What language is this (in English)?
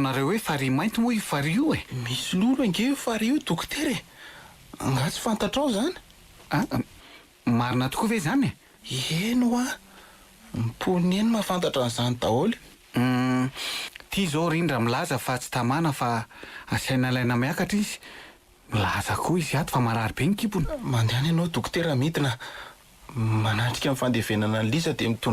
Malagasy